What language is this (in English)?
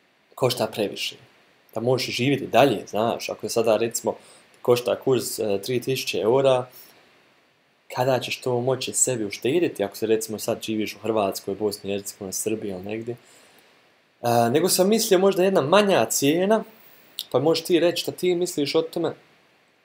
Croatian